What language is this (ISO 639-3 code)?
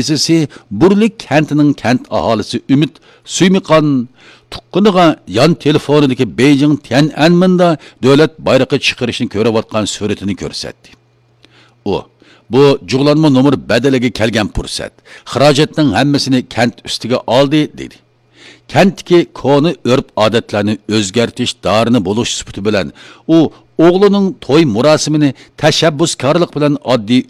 uig